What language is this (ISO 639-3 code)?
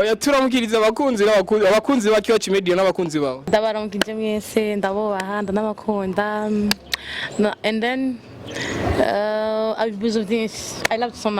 run